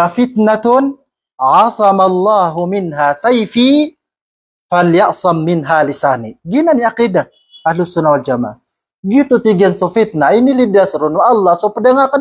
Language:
Maranao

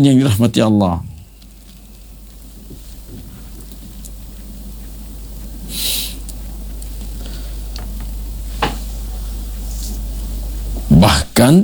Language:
Indonesian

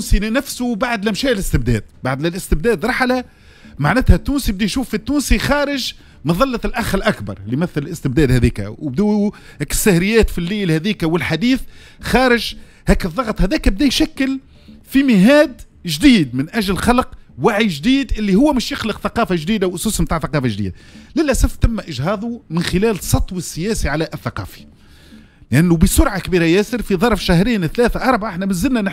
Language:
Tunisian Arabic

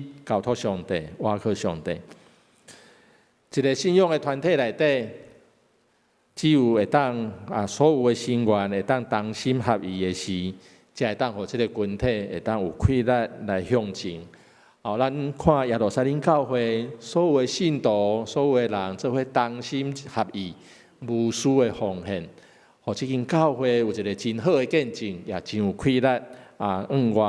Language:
Min Nan Chinese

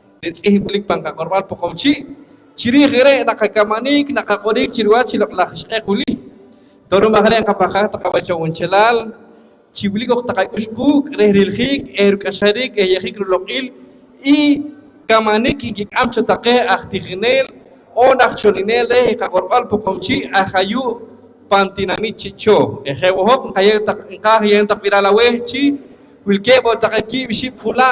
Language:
Poqomchi'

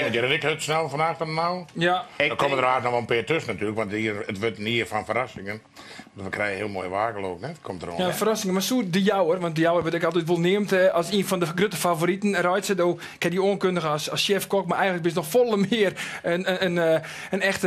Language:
Western Frisian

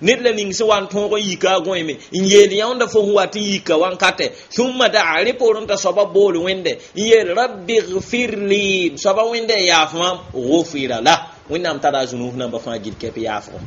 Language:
Mossi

